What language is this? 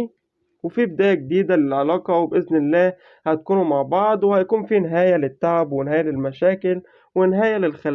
Egyptian Arabic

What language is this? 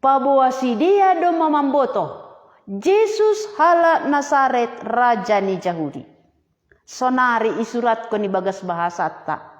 Batak Simalungun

